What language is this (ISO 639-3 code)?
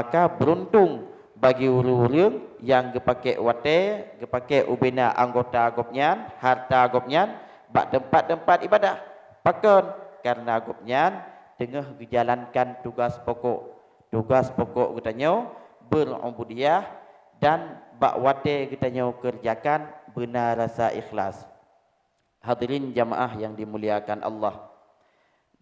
ace